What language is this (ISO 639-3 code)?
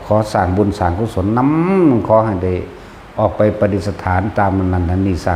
tts